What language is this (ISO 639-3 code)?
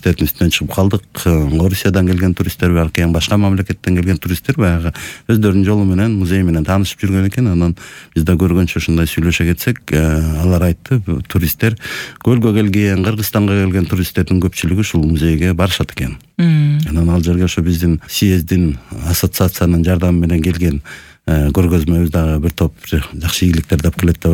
kir